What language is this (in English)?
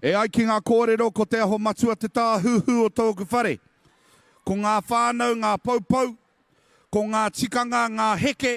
Māori